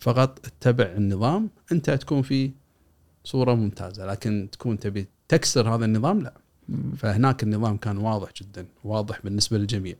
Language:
Gulf Arabic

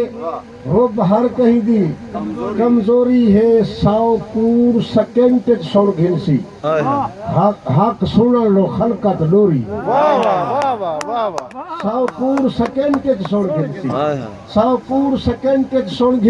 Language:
Saraiki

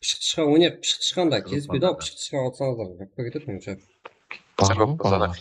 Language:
Kara-Kalpak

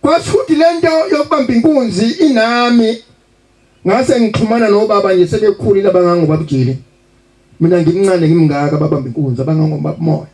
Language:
Zulu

